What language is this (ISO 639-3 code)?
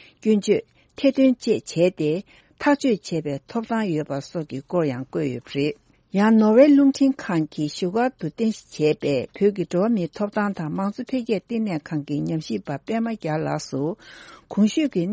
bod